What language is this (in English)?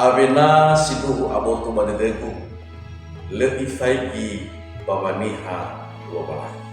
Nias